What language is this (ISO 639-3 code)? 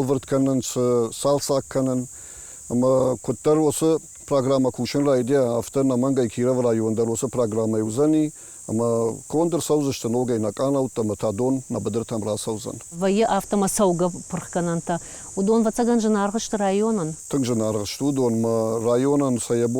oss